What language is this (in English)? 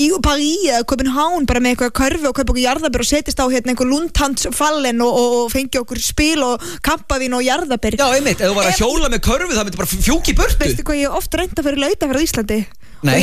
Icelandic